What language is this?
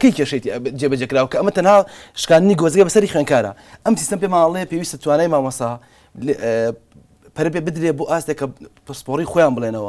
Central Kurdish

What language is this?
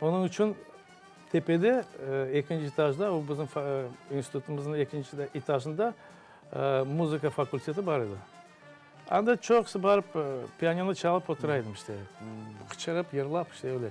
Crimean Tatar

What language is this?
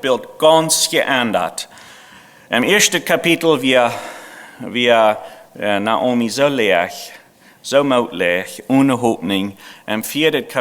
Plautdietsch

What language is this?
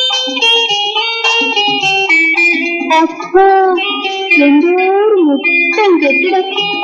Malayalam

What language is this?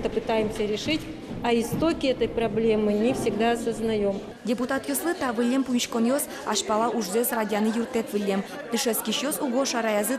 Udmurt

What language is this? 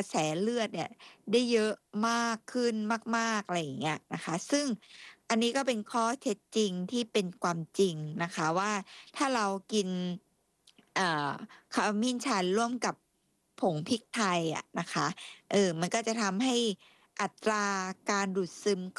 Thai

